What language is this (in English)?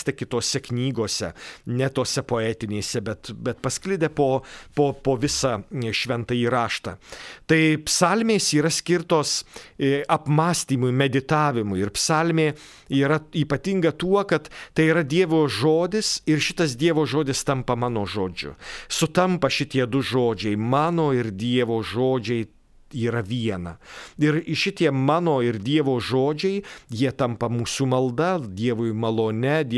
Lithuanian